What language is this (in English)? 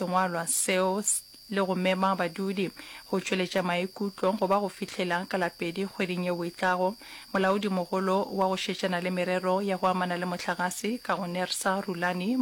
Northern Sotho